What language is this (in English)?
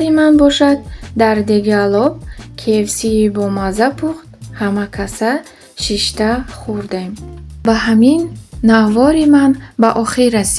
Tajik